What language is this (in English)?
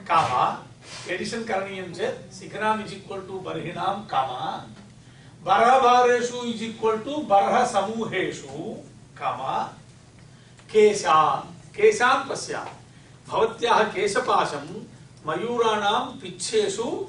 Sanskrit